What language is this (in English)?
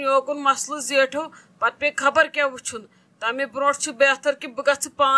Kashmiri